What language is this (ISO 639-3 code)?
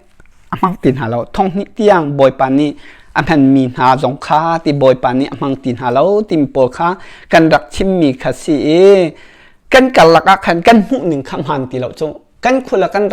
cnh